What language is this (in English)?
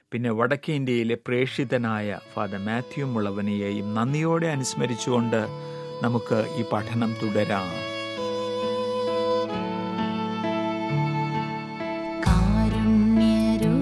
Malayalam